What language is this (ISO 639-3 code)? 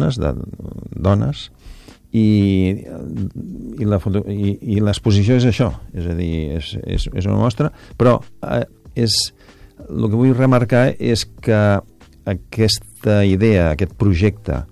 cat